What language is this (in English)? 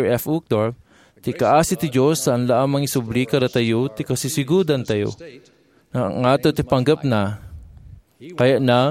Iloko